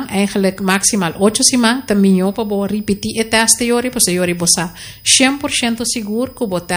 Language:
Papiamento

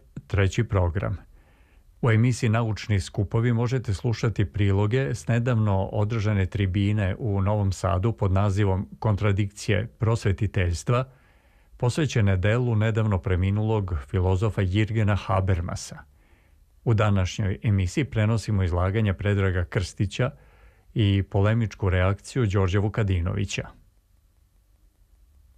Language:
Serbian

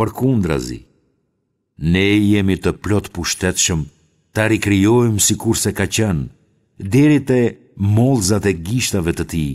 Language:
Albanian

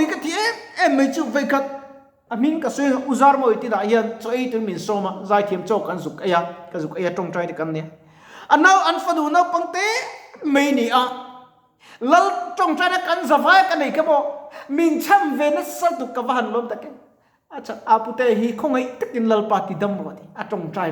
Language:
Mizo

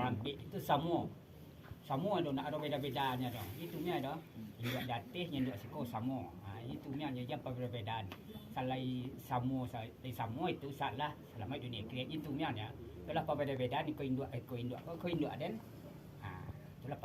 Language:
Minangkabau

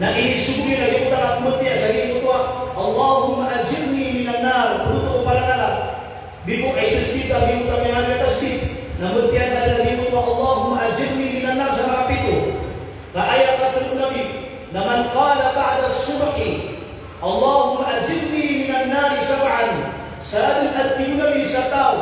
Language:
Maranao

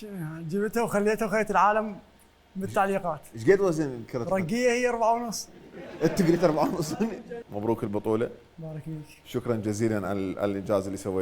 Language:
Mesopotamian Arabic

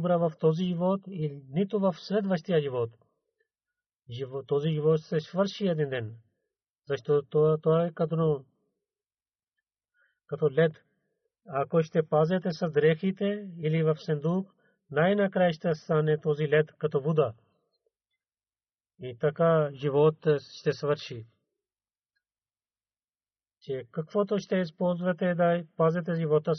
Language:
Bulgarian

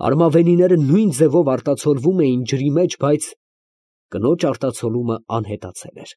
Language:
Armenian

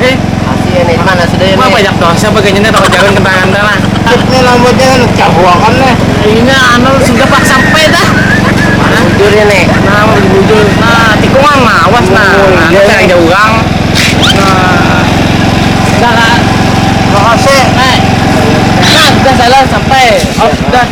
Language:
Banjar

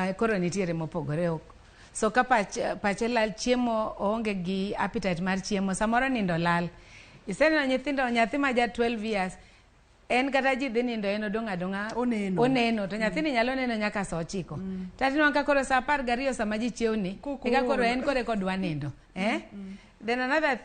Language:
Luo (Kenya and Tanzania)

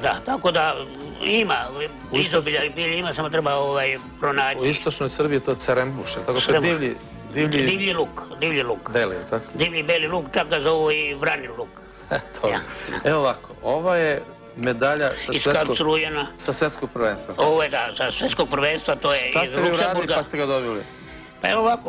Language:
Serbian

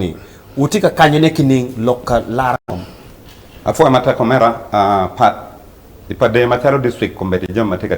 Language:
Acoli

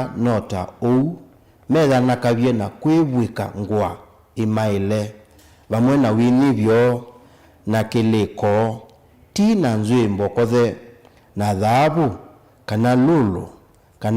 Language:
Kamba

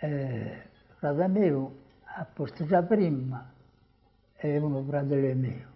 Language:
Sardinian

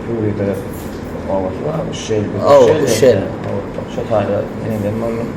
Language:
Turkmen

